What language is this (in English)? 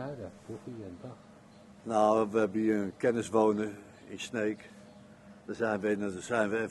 Dutch